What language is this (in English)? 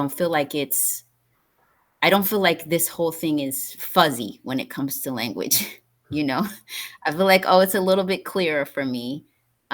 English